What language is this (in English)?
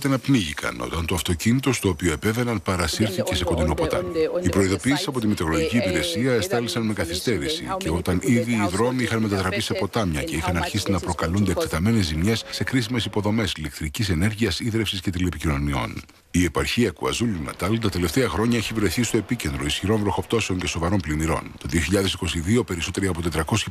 Greek